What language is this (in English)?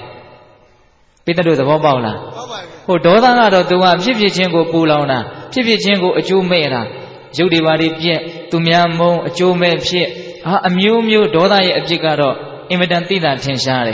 Burmese